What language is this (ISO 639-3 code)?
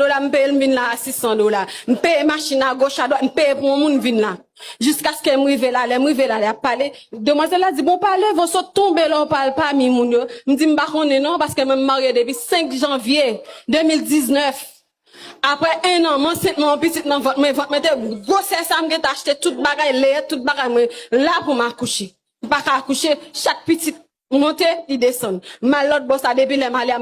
hat